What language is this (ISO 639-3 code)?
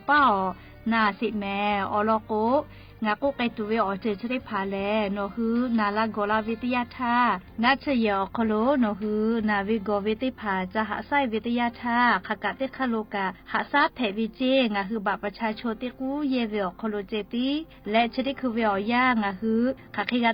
lhu